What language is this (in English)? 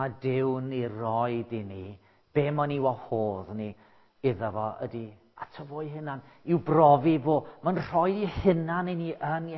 Welsh